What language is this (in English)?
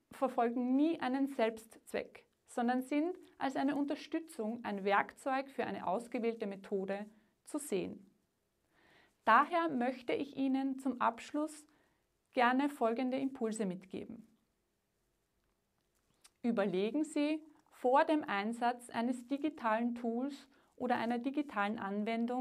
German